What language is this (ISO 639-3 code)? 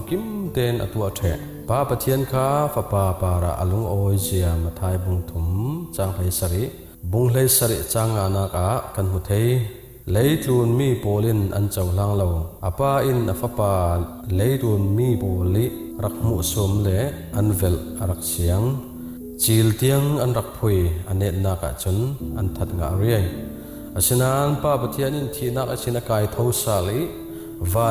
cfm